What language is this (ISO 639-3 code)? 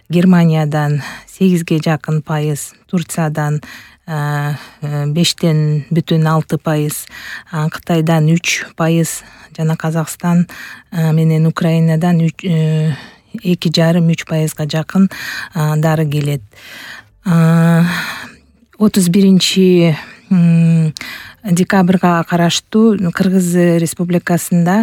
kir